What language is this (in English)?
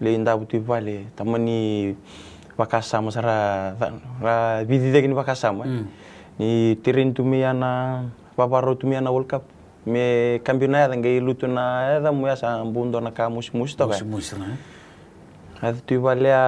Fijian